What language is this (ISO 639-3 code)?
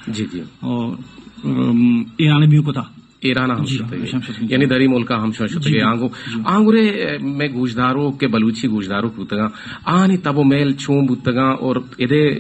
bal